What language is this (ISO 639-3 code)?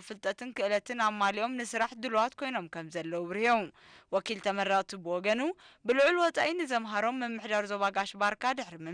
tir